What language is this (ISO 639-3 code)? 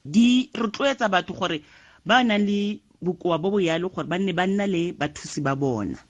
tsn